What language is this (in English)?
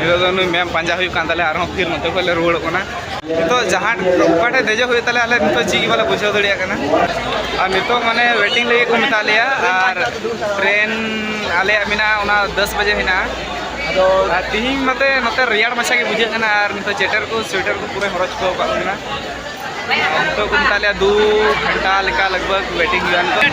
Santali